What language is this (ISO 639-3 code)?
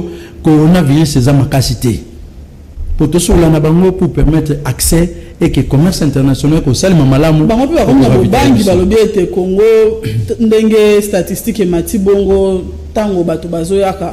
lin